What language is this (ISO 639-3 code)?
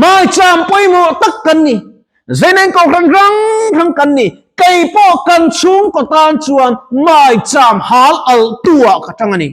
lus